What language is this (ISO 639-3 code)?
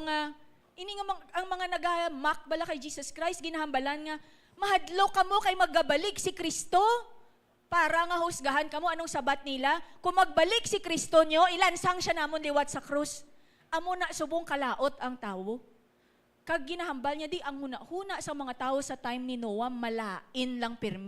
hil